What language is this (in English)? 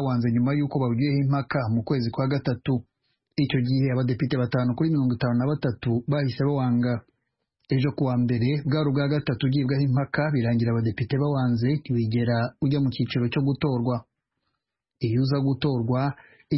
Kinyarwanda